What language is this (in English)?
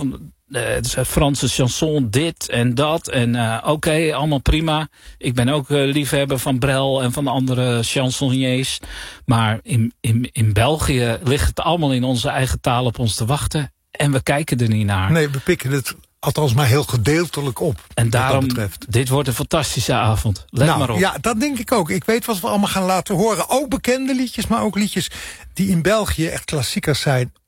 Dutch